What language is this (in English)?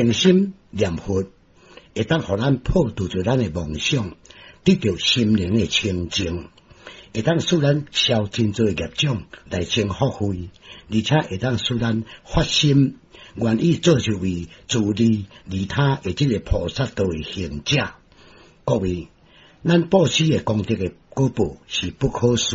Min Nan Chinese